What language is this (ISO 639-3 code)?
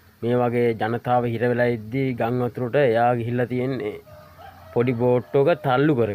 sin